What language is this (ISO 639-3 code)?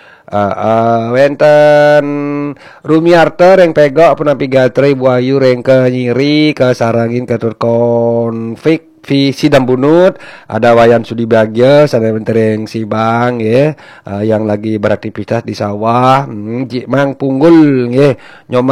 ban